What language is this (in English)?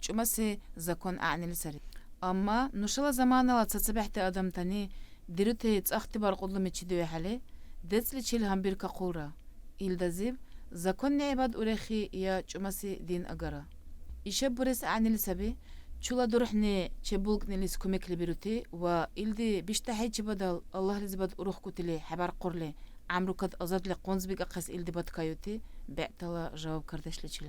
Dargwa